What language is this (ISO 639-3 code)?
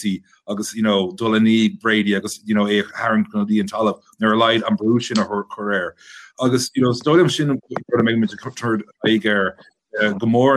gle